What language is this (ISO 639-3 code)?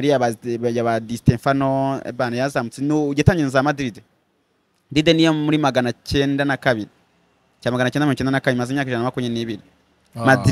kin